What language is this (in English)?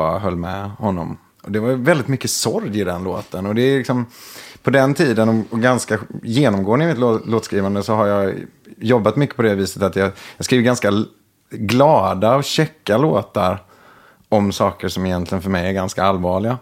Swedish